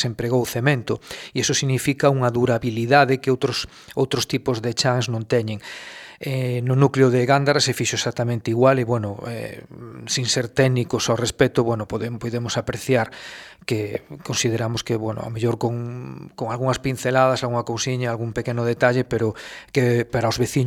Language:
Galician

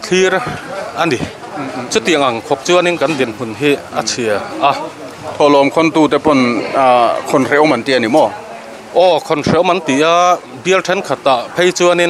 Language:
Mizo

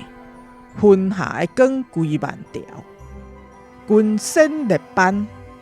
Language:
Min Nan Chinese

